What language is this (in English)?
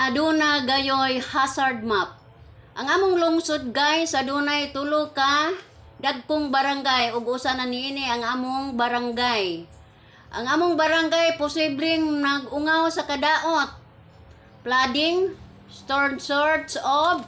Cebuano